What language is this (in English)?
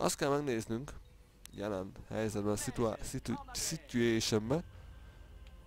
Hungarian